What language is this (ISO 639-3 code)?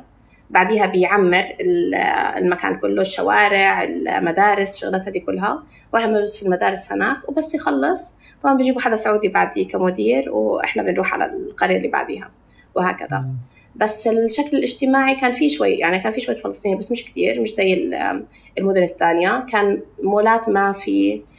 apc